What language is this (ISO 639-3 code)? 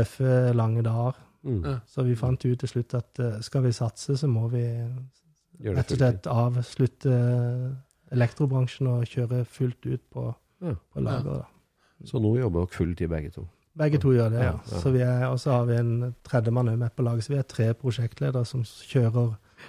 nor